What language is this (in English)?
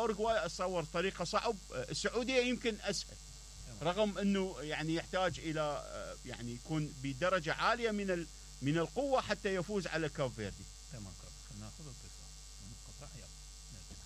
Mesopotamian Arabic